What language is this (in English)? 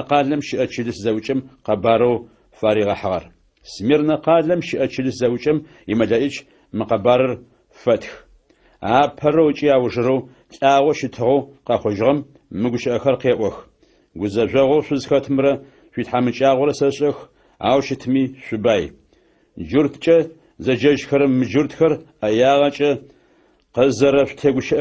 Adyghe